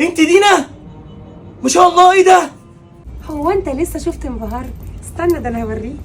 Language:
Egyptian Arabic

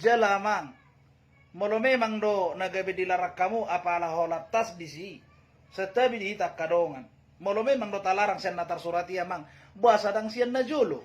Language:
Batak Toba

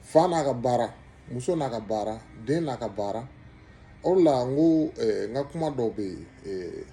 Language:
Bambara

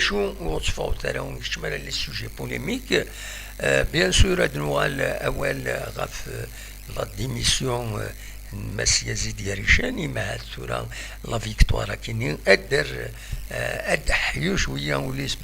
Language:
Kabyle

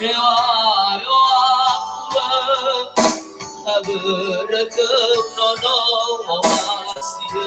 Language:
Nias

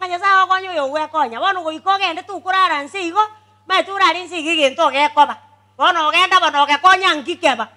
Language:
Gusii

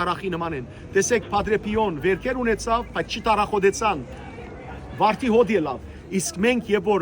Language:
Western Armenian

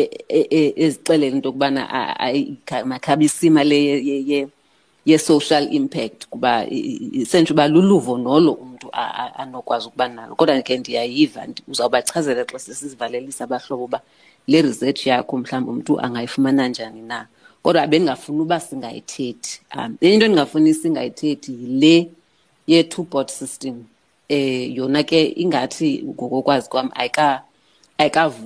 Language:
Xhosa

